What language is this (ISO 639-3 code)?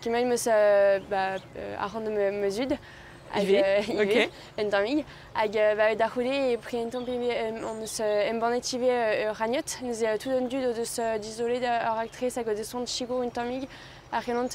bre